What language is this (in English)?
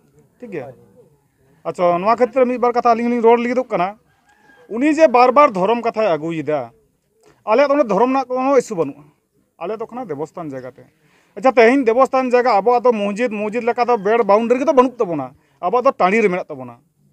Santali